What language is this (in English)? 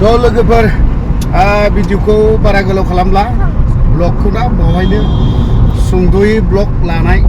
Bodo